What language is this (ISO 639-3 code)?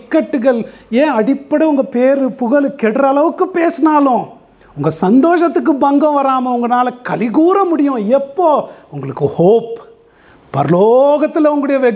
tam